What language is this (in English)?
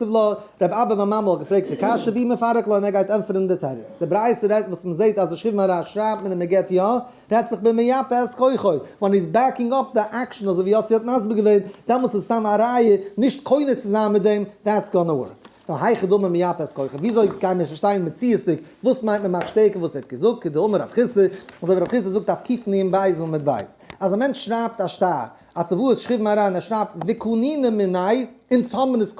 Yiddish